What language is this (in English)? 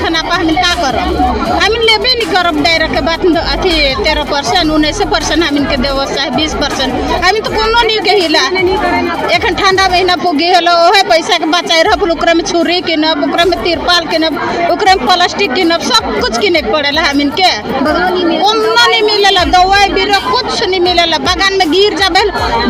Sadri